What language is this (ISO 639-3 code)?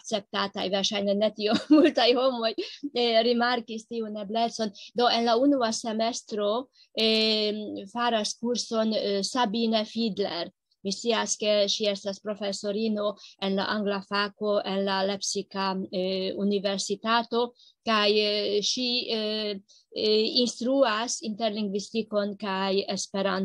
epo